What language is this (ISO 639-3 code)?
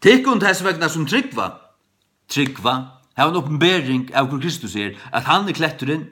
fao